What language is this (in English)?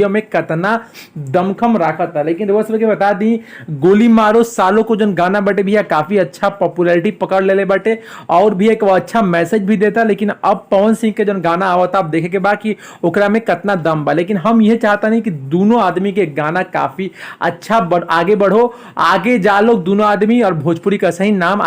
Bhojpuri